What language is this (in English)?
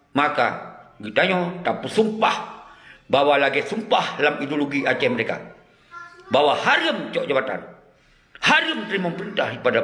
Achinese